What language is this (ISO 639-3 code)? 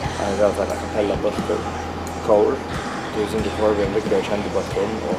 fao